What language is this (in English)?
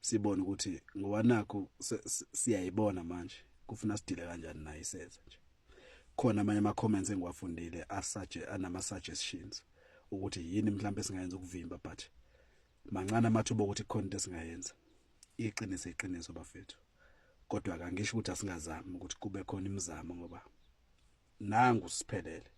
Zulu